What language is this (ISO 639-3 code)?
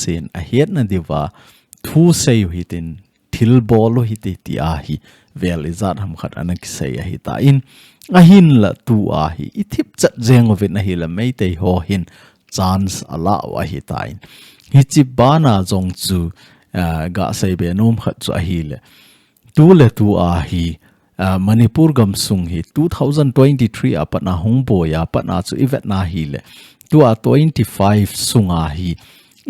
tcz